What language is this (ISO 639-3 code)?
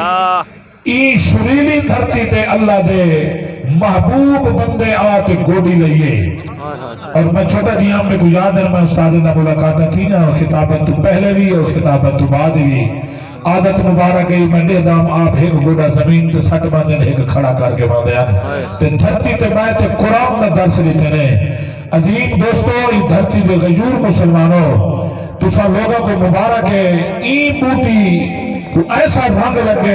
skr